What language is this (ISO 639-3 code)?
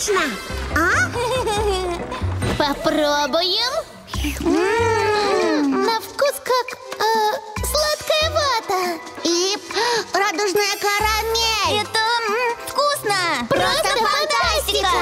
rus